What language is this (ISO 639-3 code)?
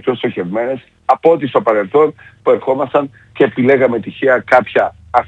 ell